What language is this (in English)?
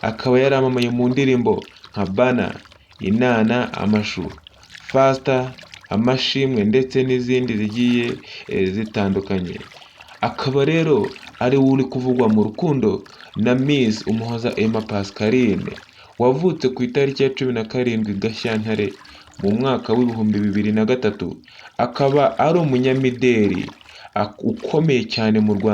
Kinyarwanda